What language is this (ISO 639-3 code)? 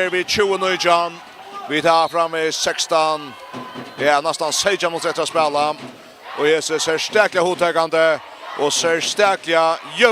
fao